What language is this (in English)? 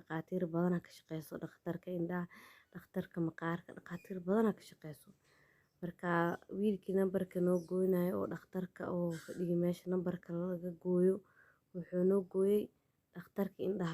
Somali